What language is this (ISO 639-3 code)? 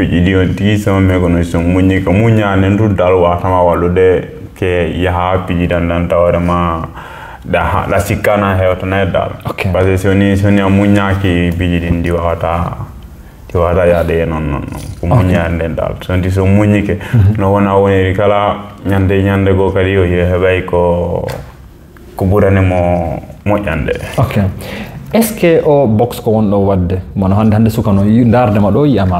ful